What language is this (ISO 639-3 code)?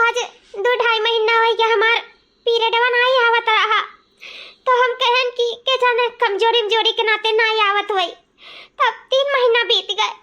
awa